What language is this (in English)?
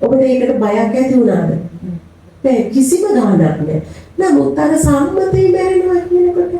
Sinhala